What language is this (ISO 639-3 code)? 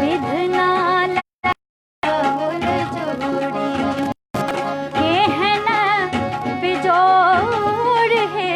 mai